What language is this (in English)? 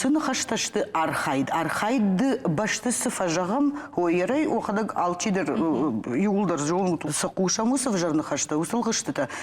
Ossetic